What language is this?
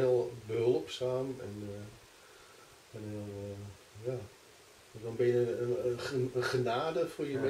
Dutch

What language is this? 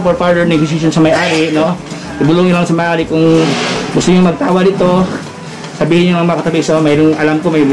Filipino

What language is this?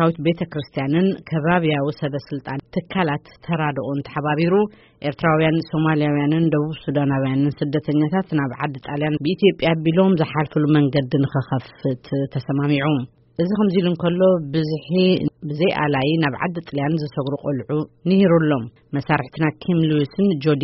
Tigrinya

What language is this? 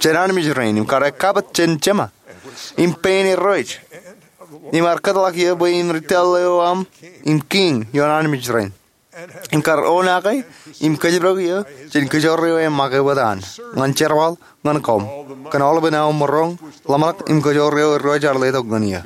Marshallese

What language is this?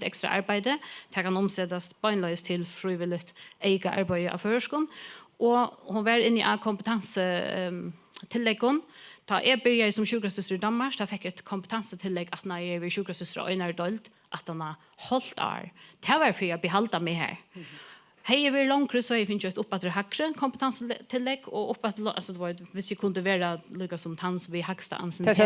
Faroese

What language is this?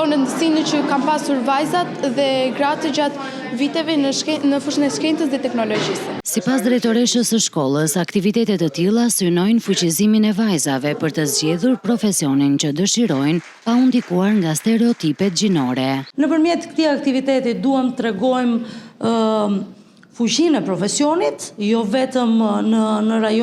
Albanian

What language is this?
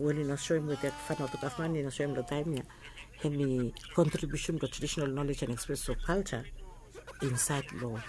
Bislama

